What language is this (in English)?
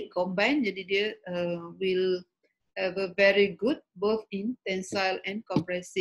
Malay